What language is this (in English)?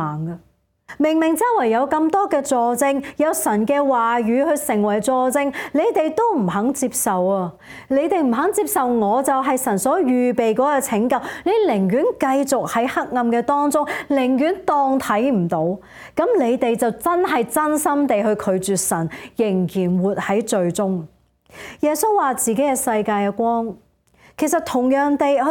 Cantonese